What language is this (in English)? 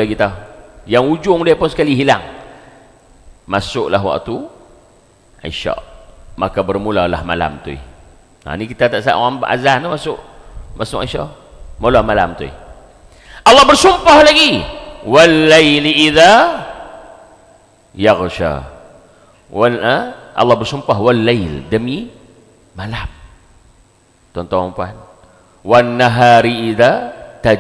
Malay